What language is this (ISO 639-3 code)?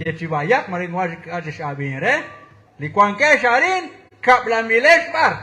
kek